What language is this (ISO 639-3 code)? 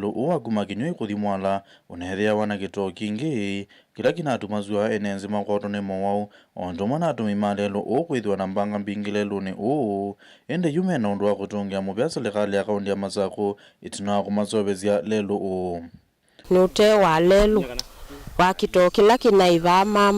kam